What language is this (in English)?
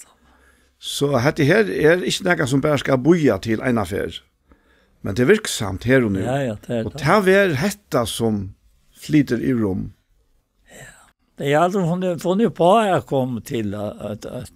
Faroese